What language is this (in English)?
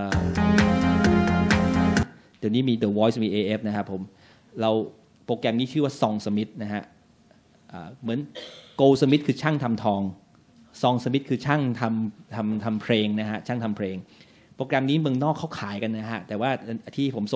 Thai